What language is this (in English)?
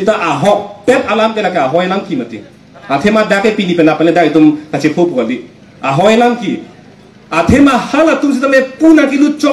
Karbi